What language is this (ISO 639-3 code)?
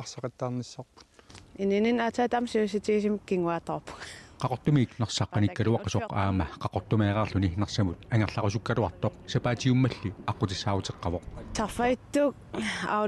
kal